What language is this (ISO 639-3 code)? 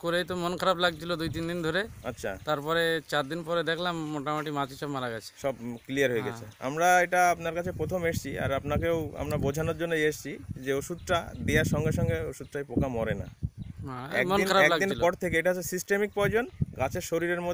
ben